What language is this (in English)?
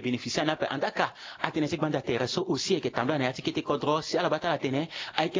Sango